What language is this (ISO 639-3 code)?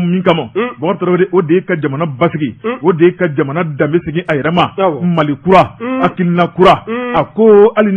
bam